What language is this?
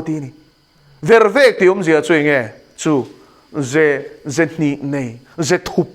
Mizo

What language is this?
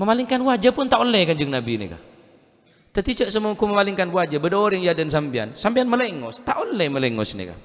Madurese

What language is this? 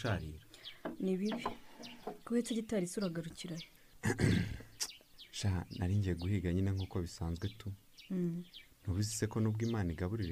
Kinyarwanda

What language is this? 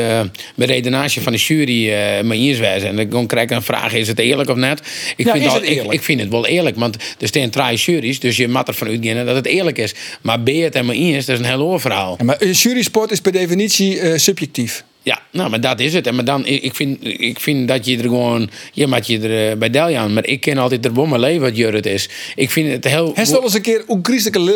Western Frisian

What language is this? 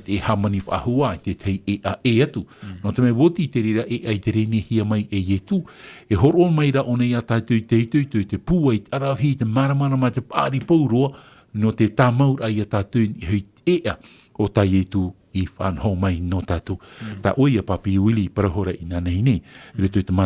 Tahitian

